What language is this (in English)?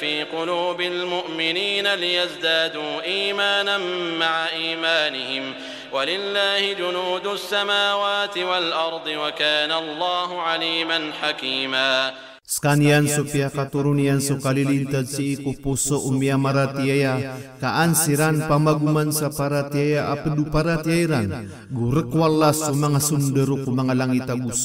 Maranao